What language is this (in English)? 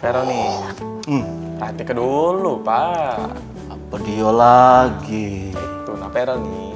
Musi